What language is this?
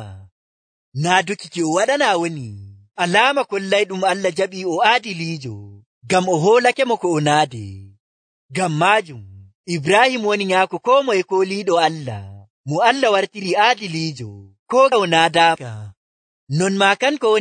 Nigerian Fulfulde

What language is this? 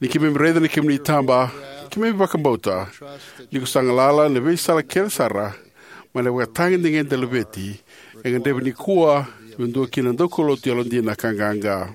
Fijian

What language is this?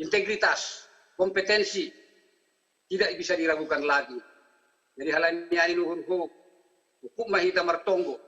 Batak Simalungun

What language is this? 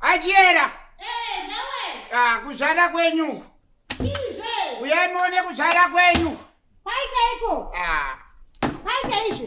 Shona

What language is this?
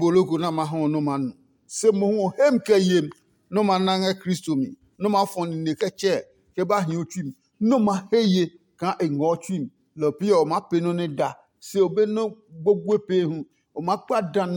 Adangme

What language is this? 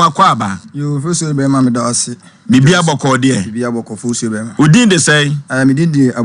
Akan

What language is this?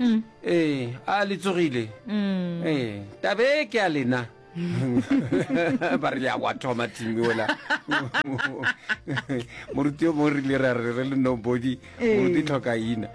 Northern Sotho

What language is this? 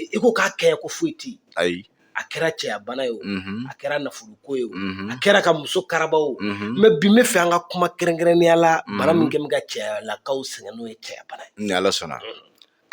Bambara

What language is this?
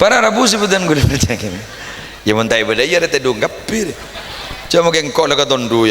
Madurese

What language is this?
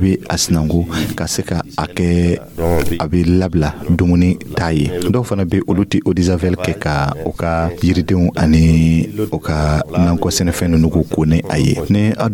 Dyula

